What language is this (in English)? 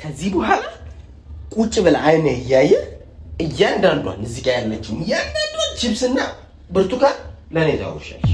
Amharic